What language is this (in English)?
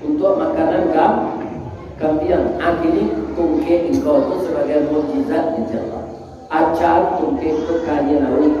Minangkabau